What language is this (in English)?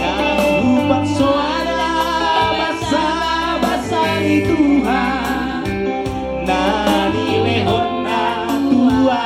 Batak Toba